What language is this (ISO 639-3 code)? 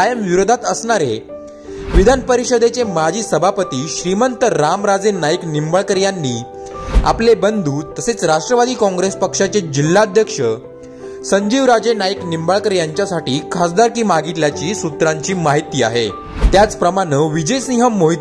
mar